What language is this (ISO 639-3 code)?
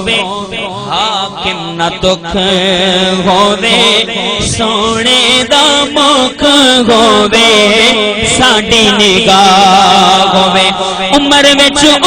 skr